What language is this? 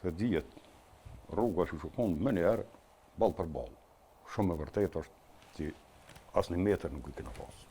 Albanian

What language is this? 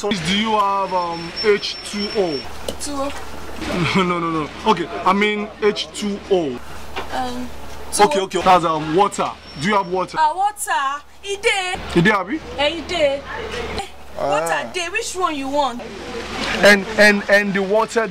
Nigerian Pidgin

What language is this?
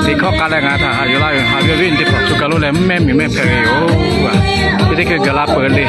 Lahu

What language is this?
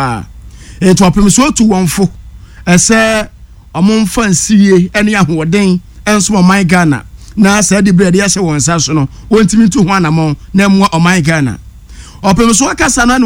Akan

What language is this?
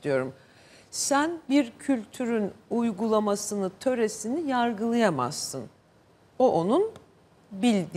Turkish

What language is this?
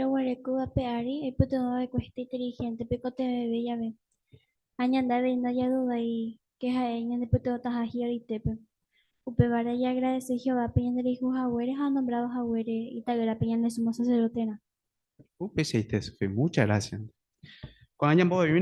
Guarani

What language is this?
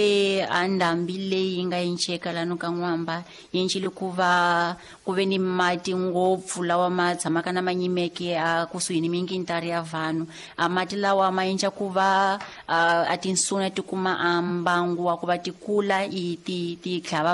Tsonga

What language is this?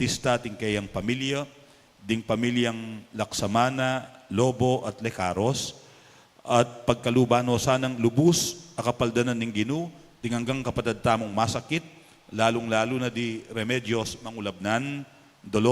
Pampanga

